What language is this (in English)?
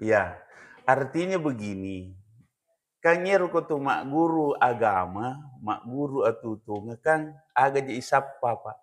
Buginese